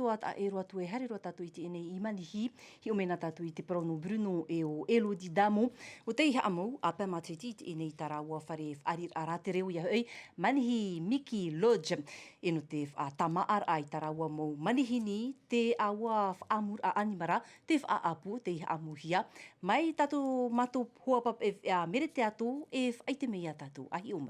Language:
Tahitian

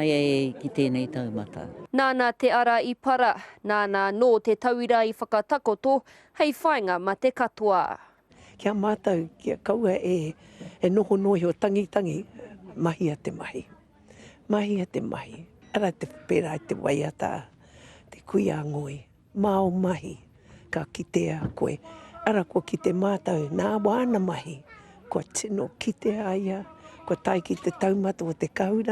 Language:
Māori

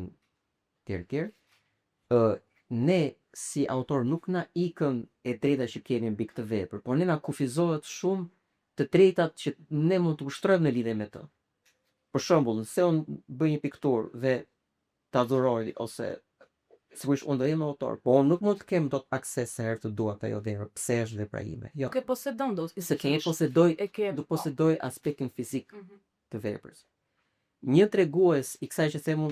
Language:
Albanian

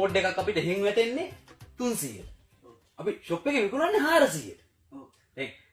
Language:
Sinhala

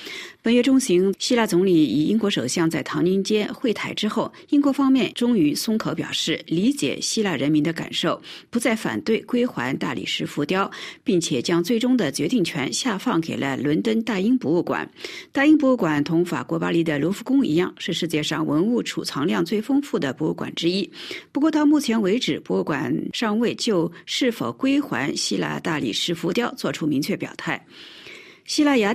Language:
Chinese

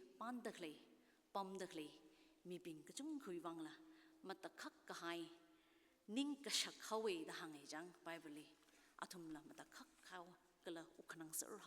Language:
Tangkhul Naga (India)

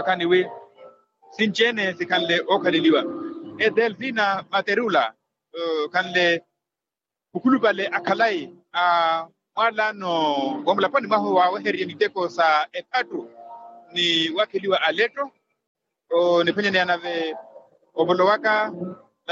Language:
Makhuwa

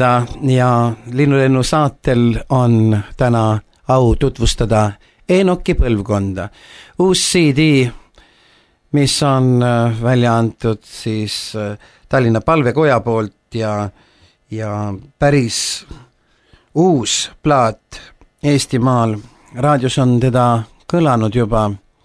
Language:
Estonian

